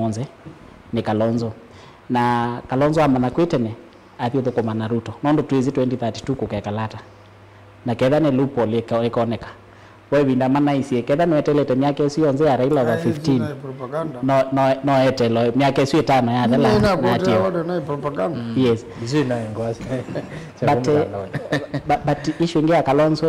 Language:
Kamba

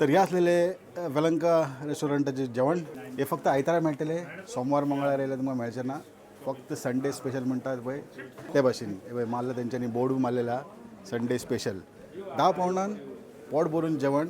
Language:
Konkani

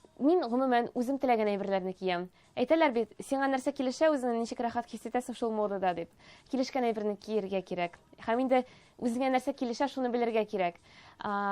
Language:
Tatar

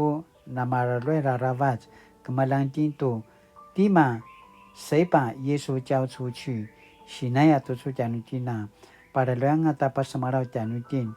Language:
Paiwan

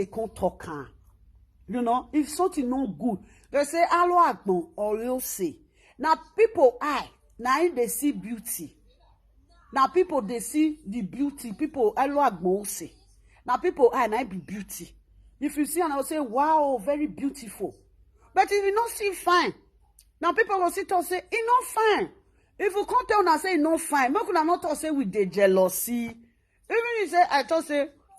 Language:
Nigerian Pidgin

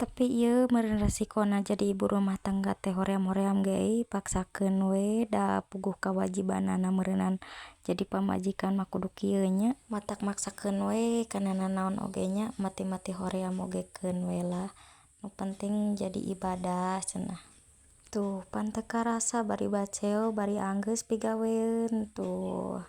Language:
Sundanese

